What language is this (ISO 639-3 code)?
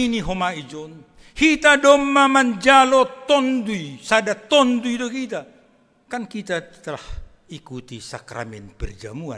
bts